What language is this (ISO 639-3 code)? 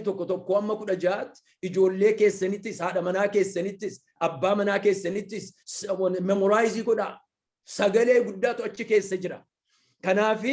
orm